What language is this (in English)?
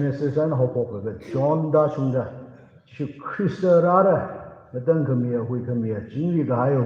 Tangkhul Naga (India)